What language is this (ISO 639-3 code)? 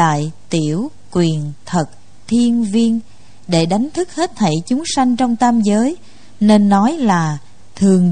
vie